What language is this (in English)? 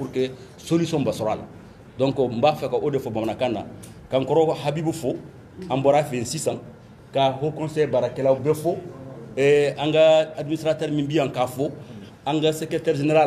Bambara